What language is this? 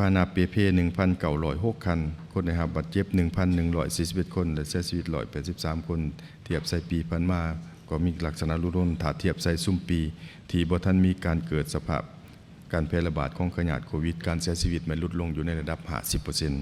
Lao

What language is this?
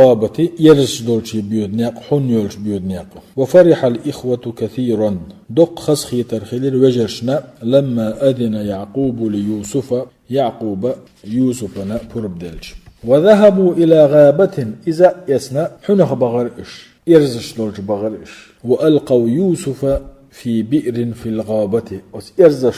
Chechen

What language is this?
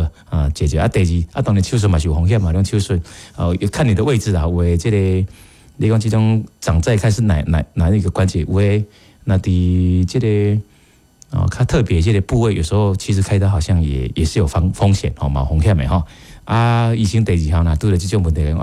Min Nan Chinese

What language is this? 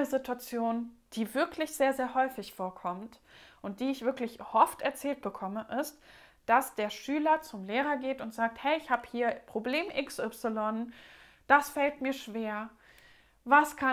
German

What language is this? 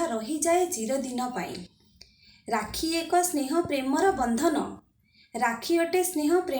Odia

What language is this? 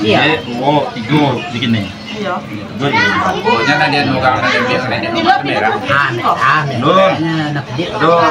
Minangkabau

